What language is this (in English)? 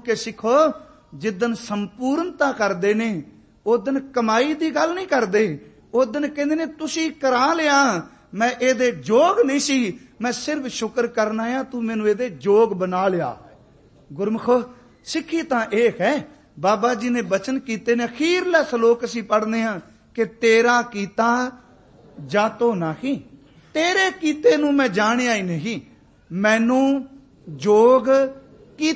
Punjabi